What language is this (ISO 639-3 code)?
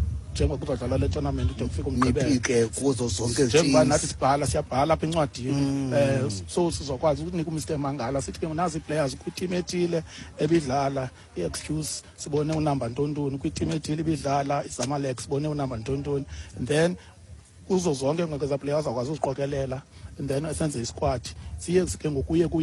xho